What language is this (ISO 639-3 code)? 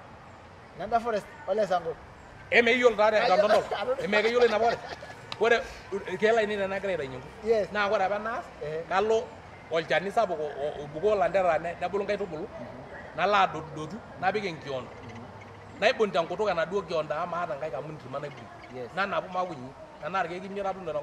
mas